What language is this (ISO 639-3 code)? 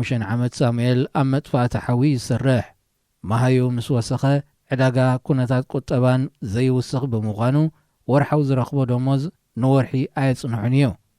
tir